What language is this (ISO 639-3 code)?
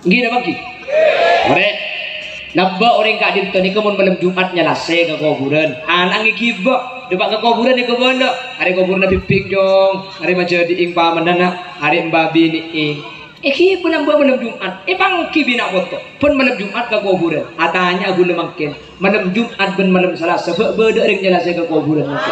mad